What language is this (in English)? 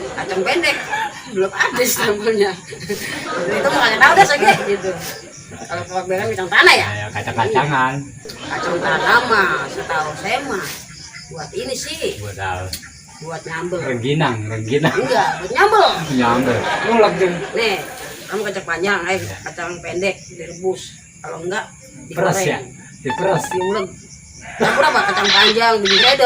Betawi